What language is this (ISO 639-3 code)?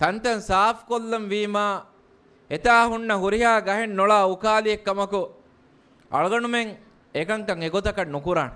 div